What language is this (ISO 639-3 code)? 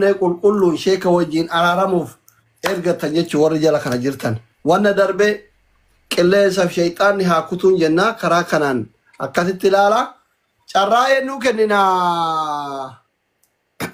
orm